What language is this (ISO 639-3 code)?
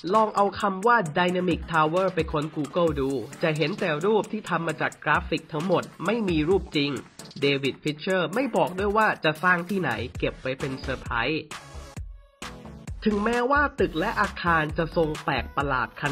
tha